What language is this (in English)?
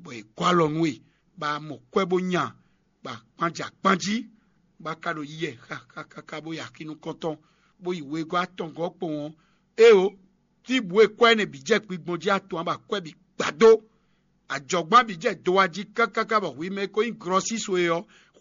Fon